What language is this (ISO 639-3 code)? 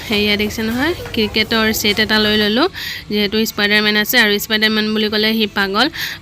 asm